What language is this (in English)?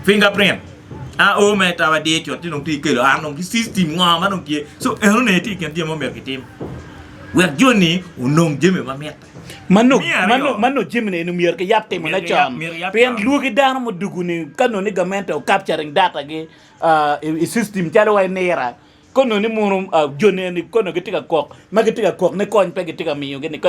Acoli